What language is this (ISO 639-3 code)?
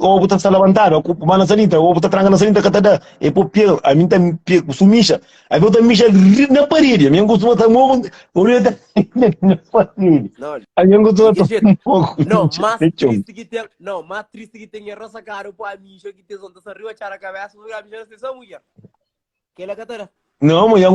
kea